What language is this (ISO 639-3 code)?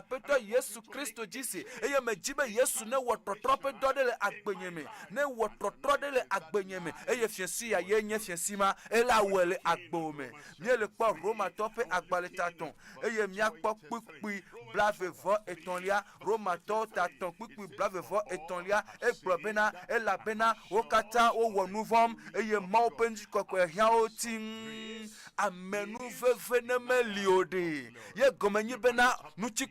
ewe